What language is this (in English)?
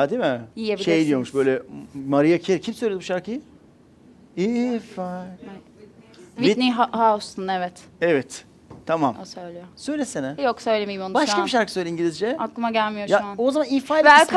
Turkish